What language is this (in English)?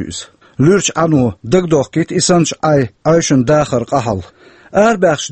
Chechen